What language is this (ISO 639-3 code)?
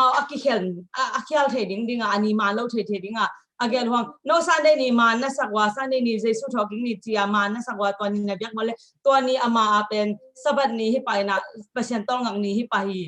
ctd